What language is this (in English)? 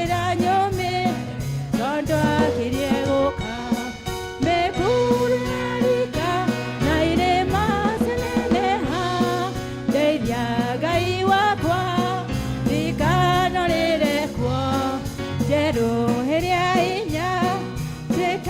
Kikuyu